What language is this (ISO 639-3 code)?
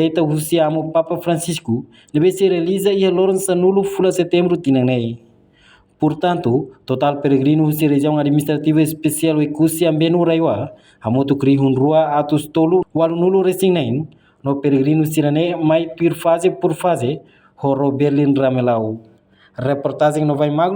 tet